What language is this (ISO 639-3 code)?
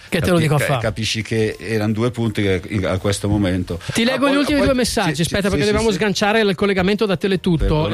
ita